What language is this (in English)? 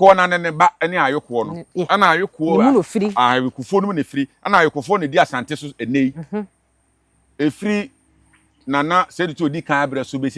Akan